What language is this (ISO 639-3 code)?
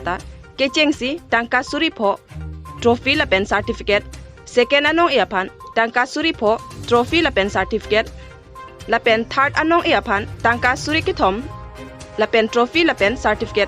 mjw